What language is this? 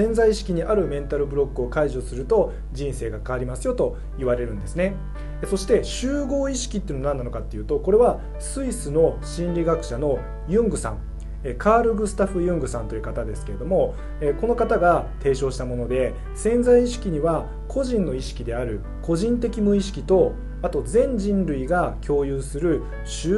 Japanese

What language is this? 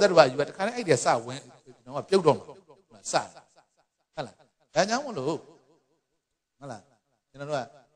Burmese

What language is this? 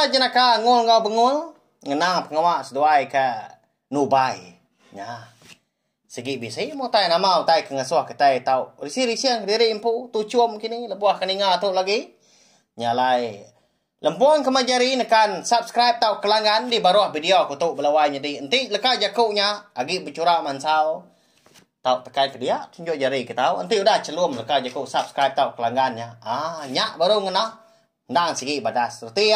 Iban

